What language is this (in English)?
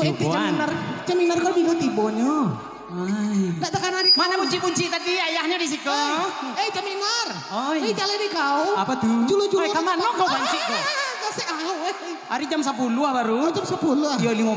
Minangkabau